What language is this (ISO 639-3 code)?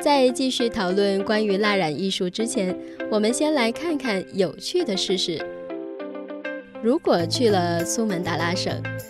zho